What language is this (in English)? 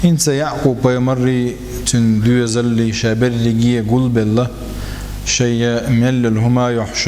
Chechen